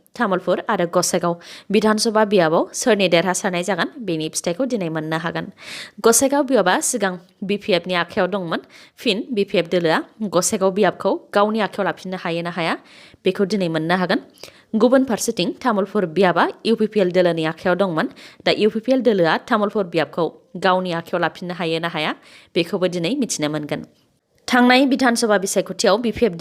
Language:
Bodo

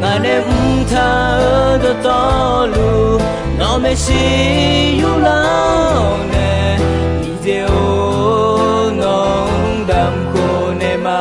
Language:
Akha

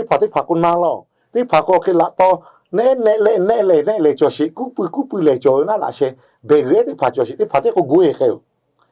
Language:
Lahu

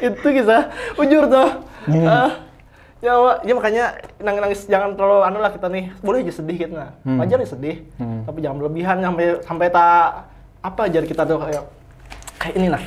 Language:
Banjar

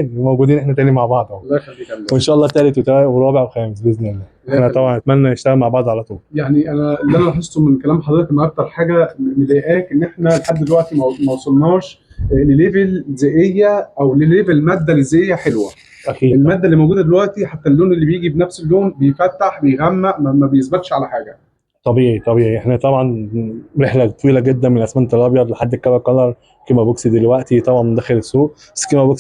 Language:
Egyptian Arabic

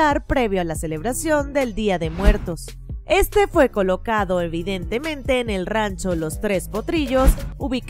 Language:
Spanish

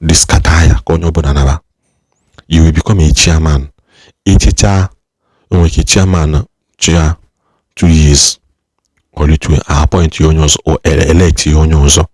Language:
Igbo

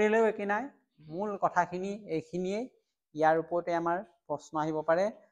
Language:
Assamese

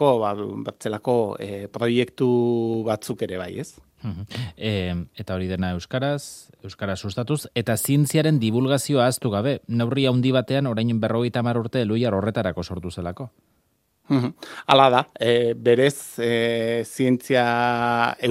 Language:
Basque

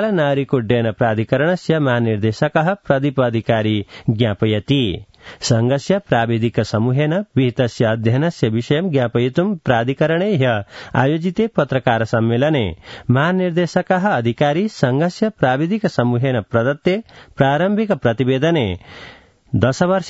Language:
Sanskrit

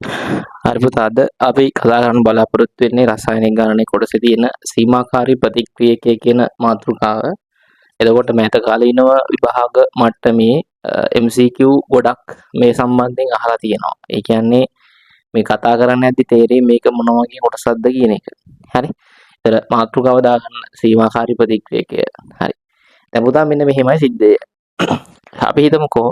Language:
Sinhala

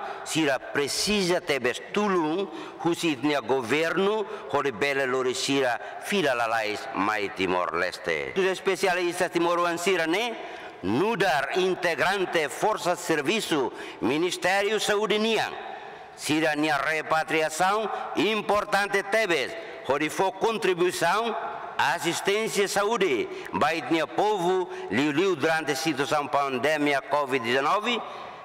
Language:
Tetum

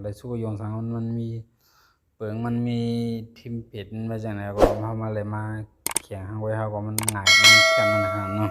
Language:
Shan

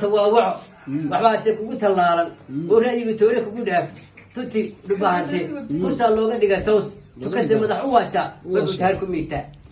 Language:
Somali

